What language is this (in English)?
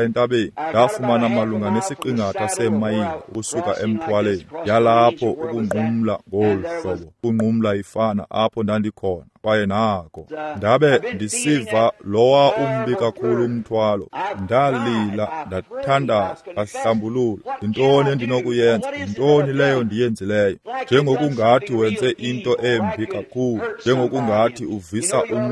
Xhosa